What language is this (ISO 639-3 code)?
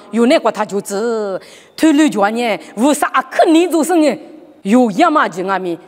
lis